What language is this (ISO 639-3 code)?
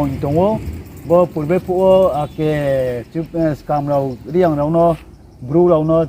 ria